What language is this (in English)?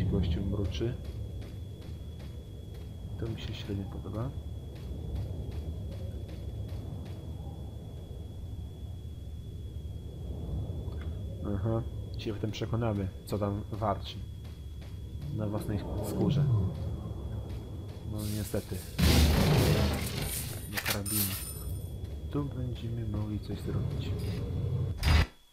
Polish